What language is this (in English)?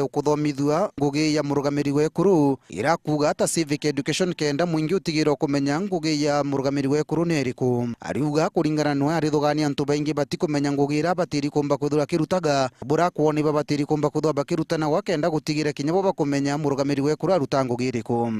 Meru